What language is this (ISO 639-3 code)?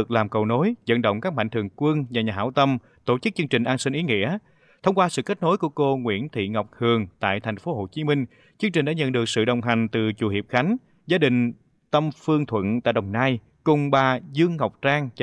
vie